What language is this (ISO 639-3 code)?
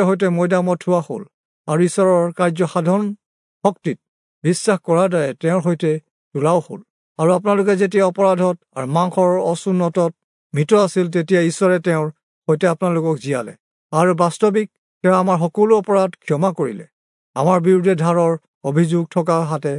asm